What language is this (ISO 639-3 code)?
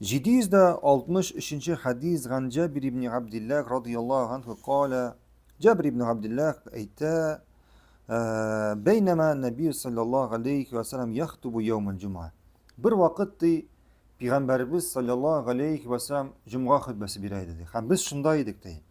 tat